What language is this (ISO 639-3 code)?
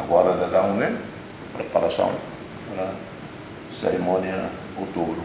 tet